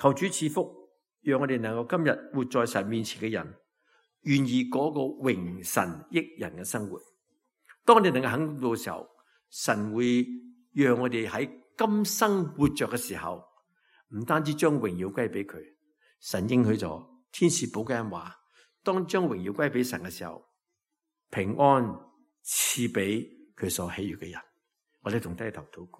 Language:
Cantonese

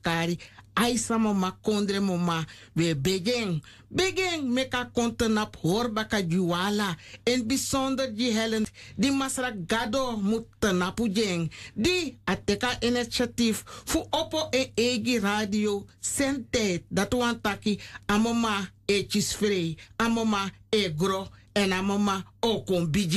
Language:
Sranan Tongo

